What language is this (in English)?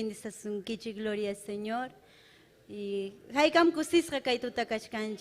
Ayacucho Quechua